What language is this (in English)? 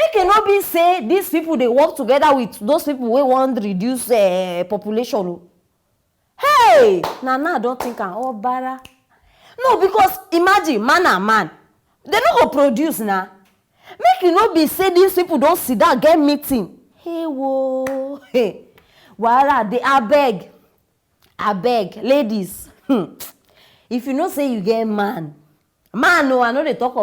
Nigerian Pidgin